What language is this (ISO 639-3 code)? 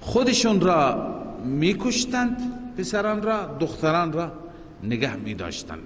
fas